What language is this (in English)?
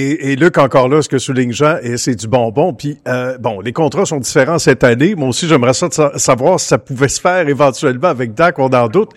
French